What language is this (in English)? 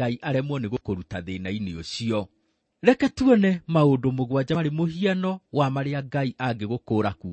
Kikuyu